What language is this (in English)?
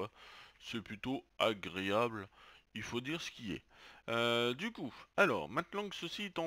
French